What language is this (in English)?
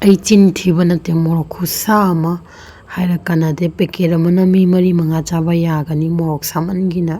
Manipuri